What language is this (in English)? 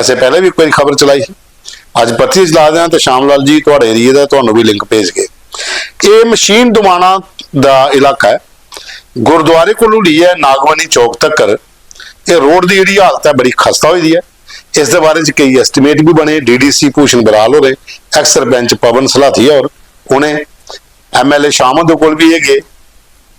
Dogri